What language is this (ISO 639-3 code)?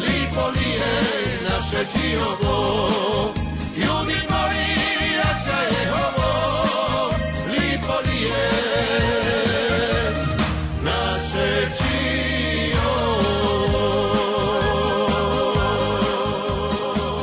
hrv